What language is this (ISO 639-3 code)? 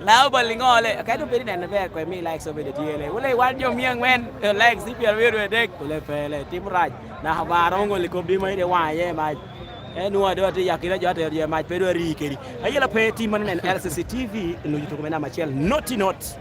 laj